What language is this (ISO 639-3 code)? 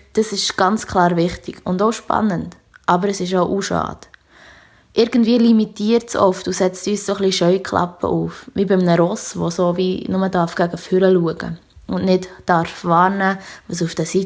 gsw